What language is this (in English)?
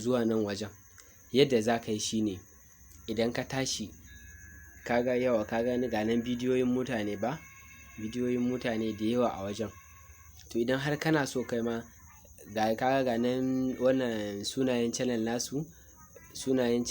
Hausa